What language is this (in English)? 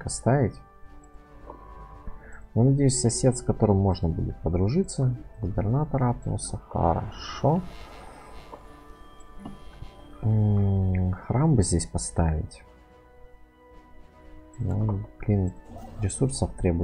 Russian